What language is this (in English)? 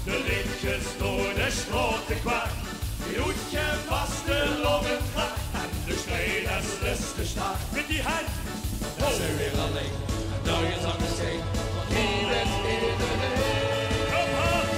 Limburgish